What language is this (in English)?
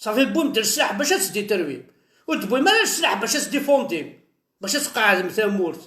Kabyle